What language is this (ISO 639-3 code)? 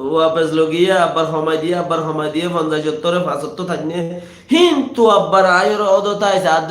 rhg